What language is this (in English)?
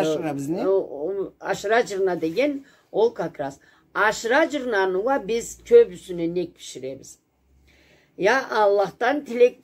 Karachay-Balkar